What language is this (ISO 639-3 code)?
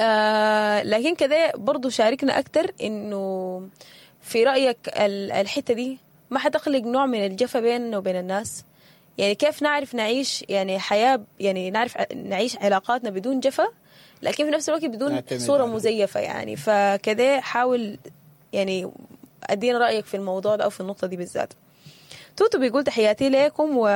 apd